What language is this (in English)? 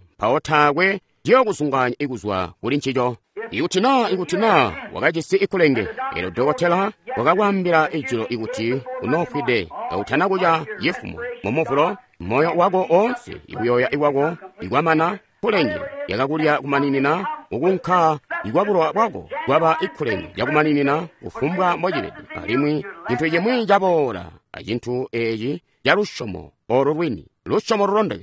Tonga (Zambia)